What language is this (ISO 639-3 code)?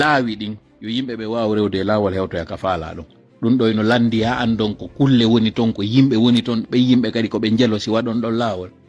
ful